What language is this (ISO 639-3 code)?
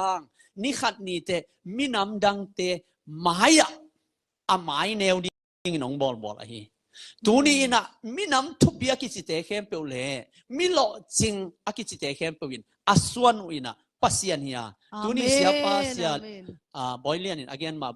ctd